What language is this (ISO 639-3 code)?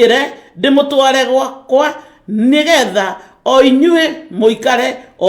kik